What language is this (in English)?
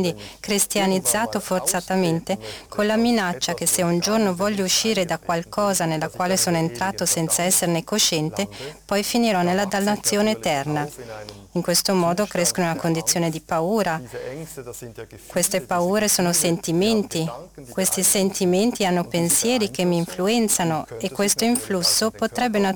Italian